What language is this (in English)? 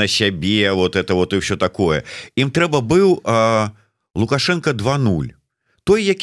Belarusian